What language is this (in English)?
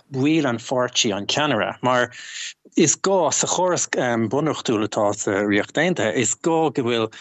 Irish